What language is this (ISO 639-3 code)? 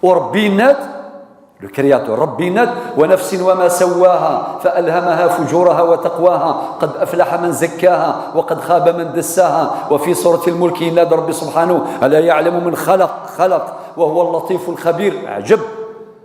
kab